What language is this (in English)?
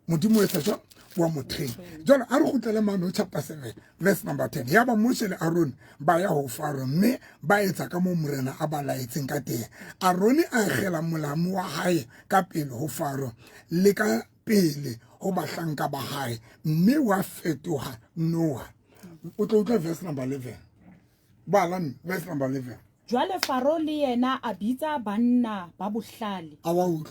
Southern Sotho